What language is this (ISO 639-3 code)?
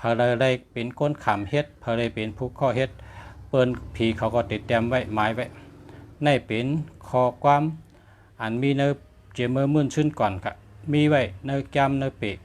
shn